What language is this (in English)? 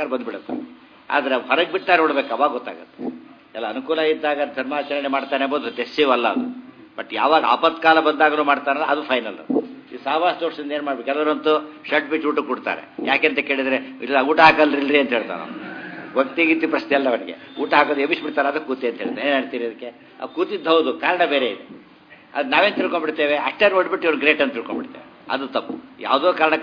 Kannada